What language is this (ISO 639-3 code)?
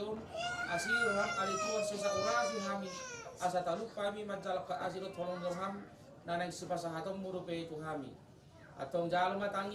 bbc